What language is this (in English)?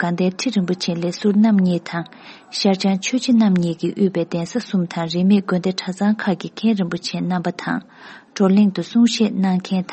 Tibetan